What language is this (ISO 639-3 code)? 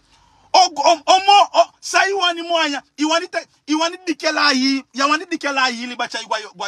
srn